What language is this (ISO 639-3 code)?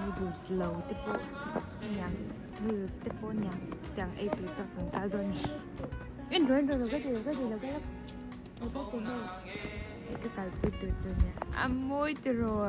lus